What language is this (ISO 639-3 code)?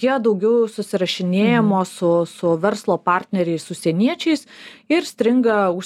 lit